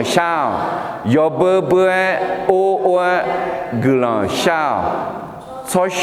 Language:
Akha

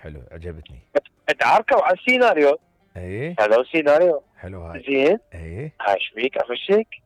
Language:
Mesopotamian Arabic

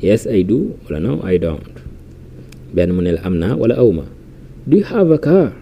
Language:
Wolof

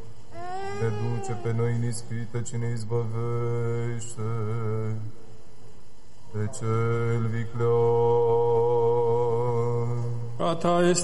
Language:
Romanian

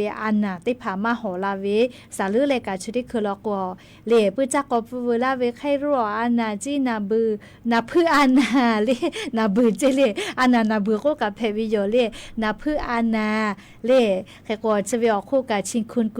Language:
Lahu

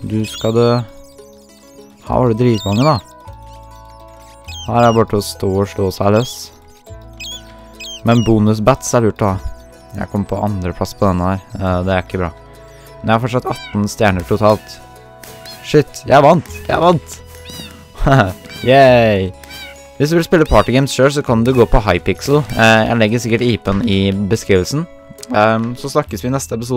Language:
Norwegian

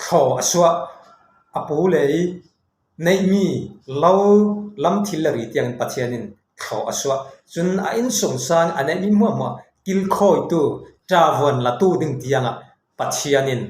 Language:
Falam Chin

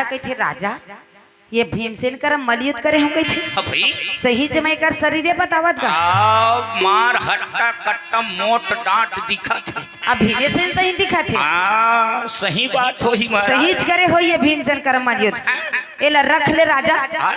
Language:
Chhattisgarhi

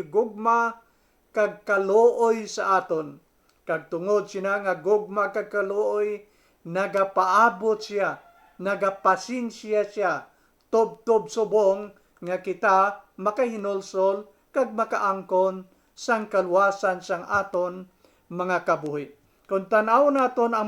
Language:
Hiligaynon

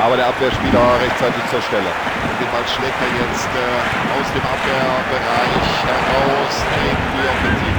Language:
Bavarian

